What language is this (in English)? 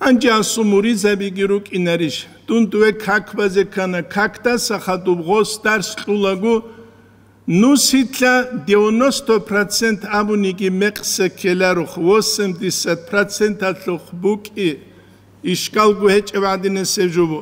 Avaric